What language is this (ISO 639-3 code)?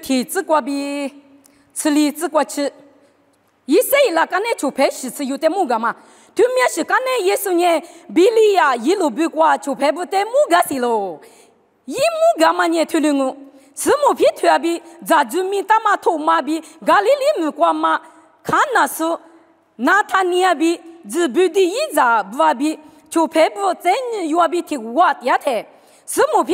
lis